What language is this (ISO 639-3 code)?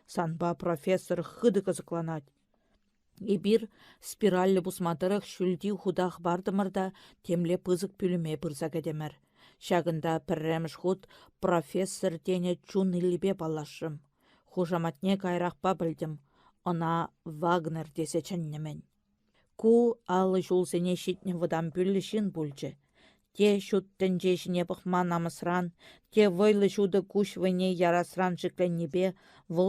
chv